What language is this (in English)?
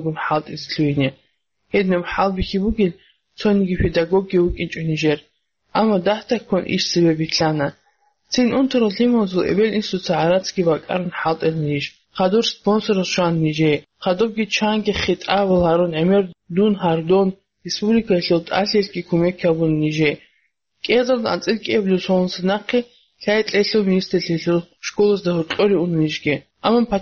Avaric